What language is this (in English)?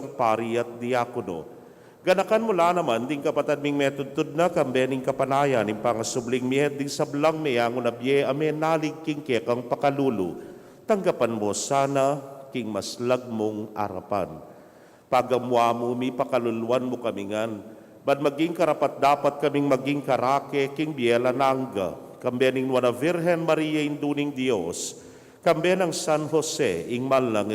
Pampanga